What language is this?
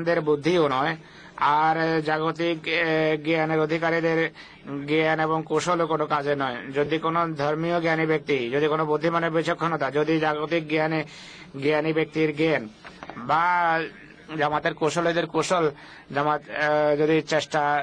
Bangla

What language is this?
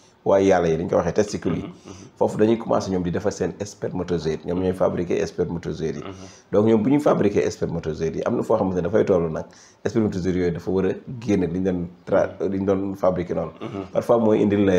Wolof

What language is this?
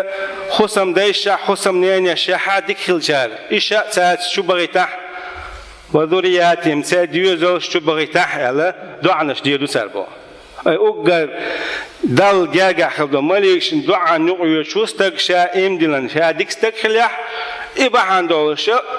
Chechen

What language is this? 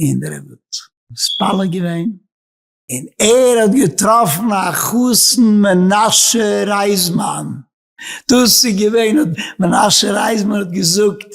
Yiddish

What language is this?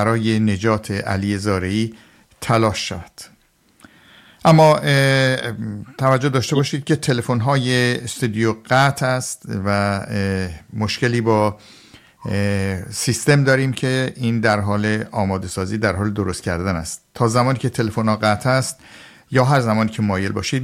Persian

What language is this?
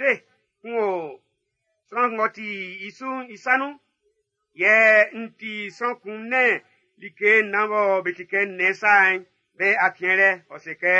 Baoulé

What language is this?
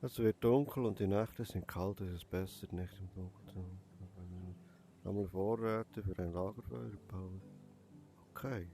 Swiss German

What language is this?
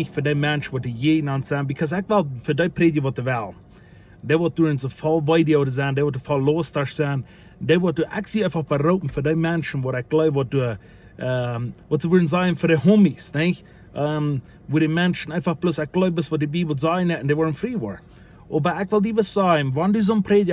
Plautdietsch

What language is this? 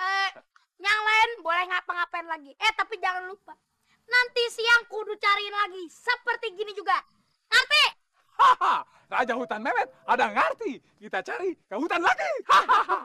Betawi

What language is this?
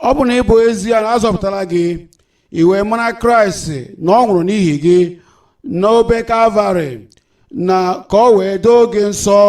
Igbo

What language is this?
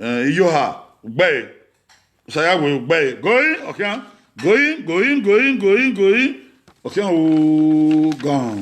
Bini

